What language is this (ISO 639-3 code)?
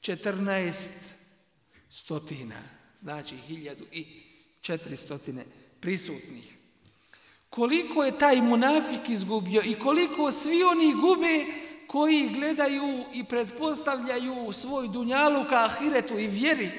bos